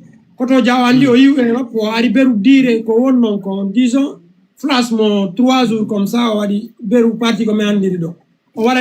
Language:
Fula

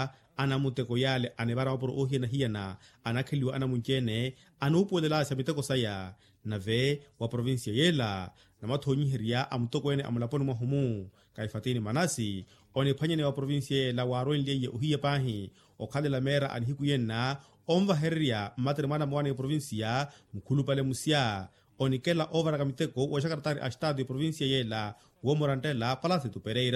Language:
Makhuwa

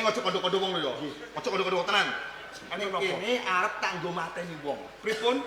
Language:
Javanese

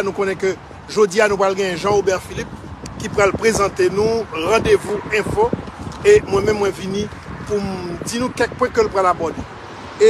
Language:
Haitian Creole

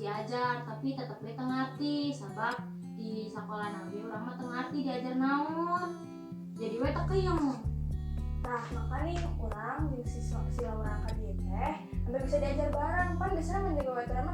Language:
Sundanese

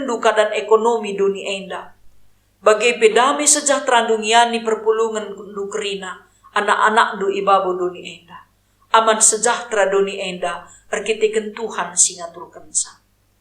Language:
Batak Karo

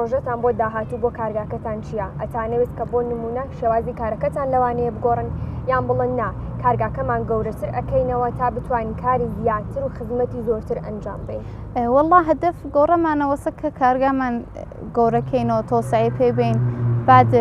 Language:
Central Kurdish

